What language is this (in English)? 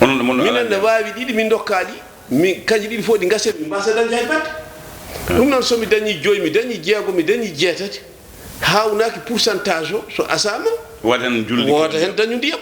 Fula